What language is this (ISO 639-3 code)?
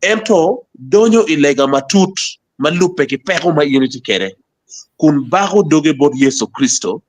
ach